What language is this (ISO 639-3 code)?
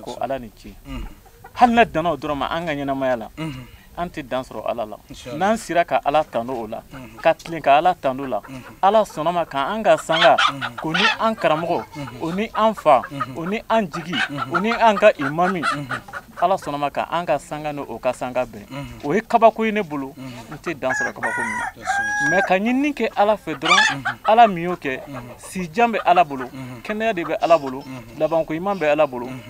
bam